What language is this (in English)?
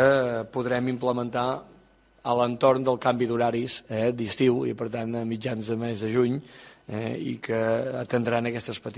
Catalan